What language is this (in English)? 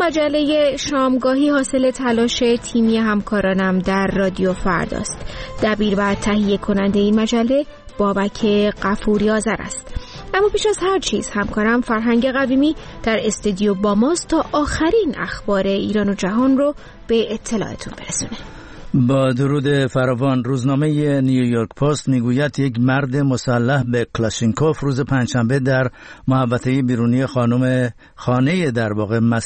Persian